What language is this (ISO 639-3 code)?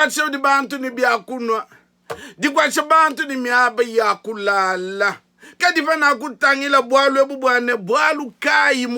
lua